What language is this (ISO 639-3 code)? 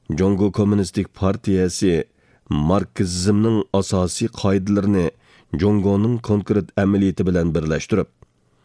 uig